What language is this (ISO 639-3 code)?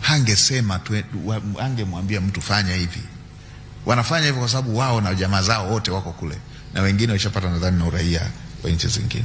swa